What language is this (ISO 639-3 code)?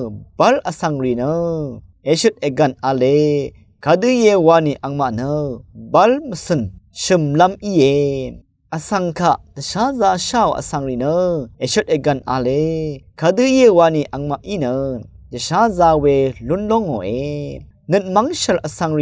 raw